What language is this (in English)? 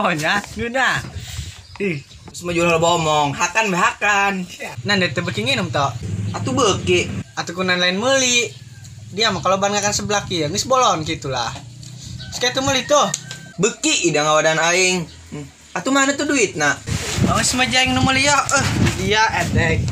Sundanese